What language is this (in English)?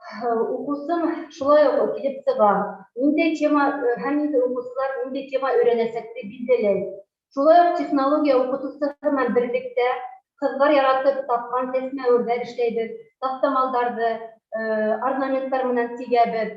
Bashkir